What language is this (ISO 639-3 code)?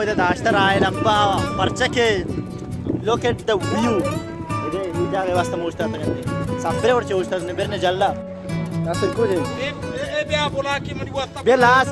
bal